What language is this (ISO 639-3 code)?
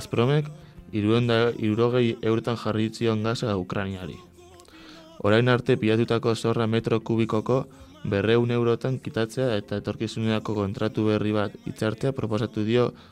eus